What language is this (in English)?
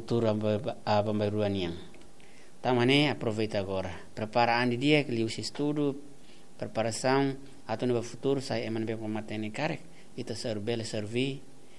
Tetum